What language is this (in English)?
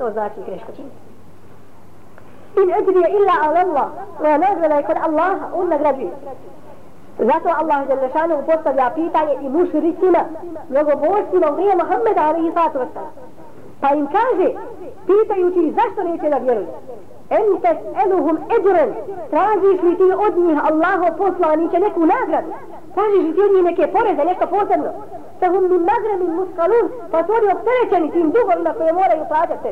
Bosnian